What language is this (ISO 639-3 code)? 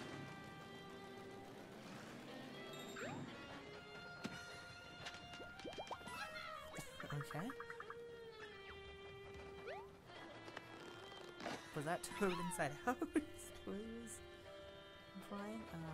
eng